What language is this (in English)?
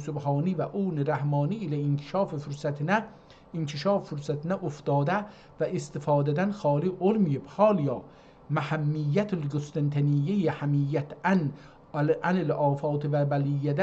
South Azerbaijani